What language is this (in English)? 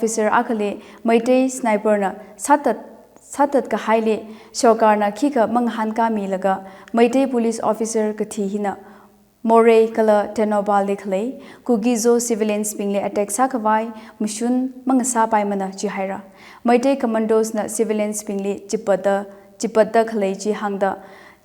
Tangkhul Naga (India)